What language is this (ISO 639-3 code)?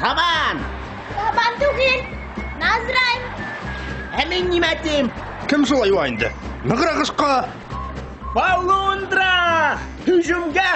bak